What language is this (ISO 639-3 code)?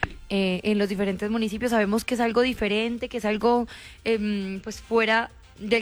spa